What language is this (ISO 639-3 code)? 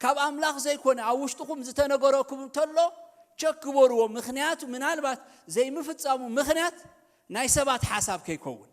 tir